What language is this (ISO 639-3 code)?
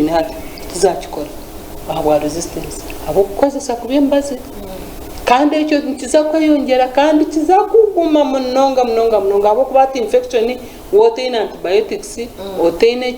nyn